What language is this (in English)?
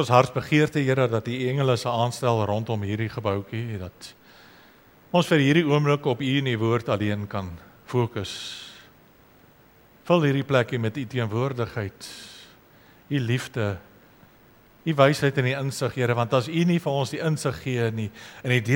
Afrikaans